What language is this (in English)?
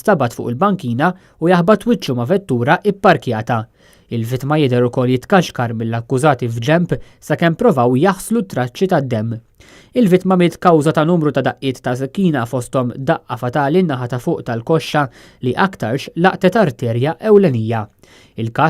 Maltese